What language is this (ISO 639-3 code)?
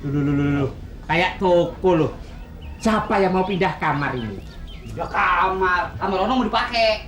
bew